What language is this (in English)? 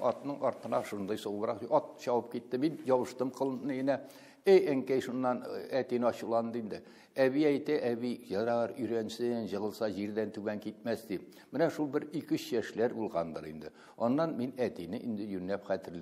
Tatar